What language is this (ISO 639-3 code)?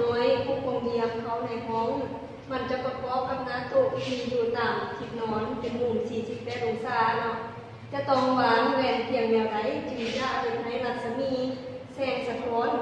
lao